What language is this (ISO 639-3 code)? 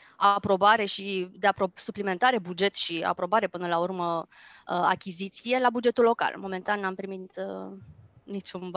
ron